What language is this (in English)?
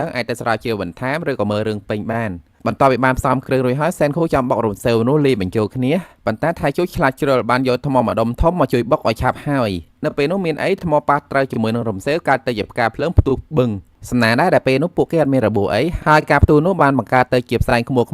Khmer